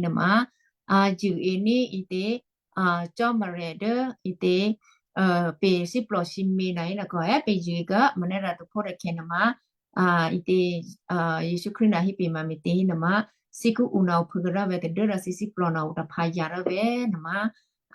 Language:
Western Kayah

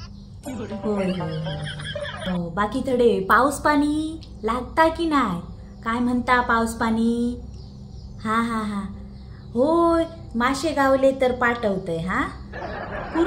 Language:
Konkani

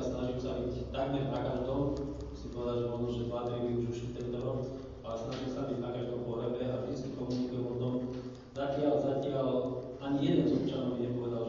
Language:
Slovak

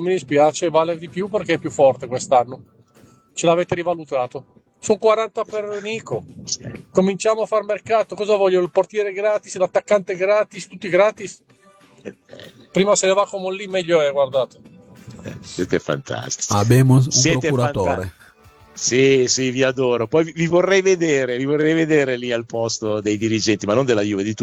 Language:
Italian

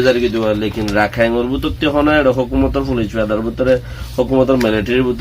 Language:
Rohingya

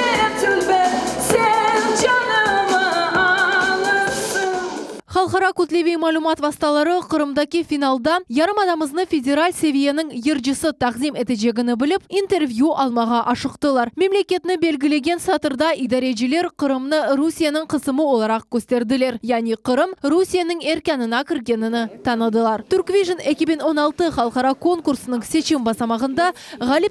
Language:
Crimean Tatar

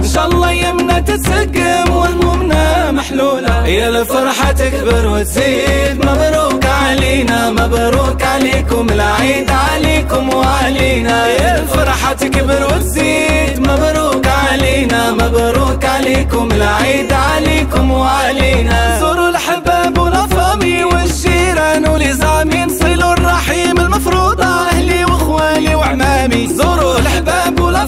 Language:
Arabic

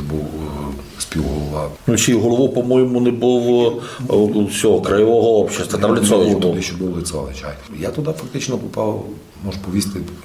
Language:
Rusyn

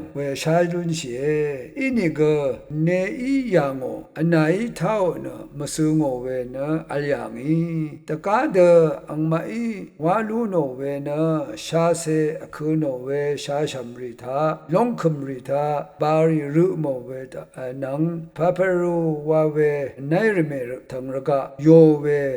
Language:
Rawang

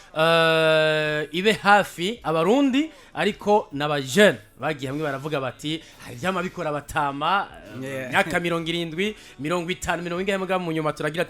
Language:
Rundi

